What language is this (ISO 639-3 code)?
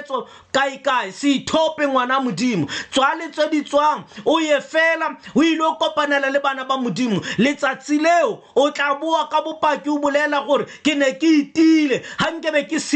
tsn